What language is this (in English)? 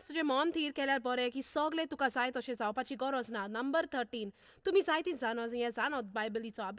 Konkani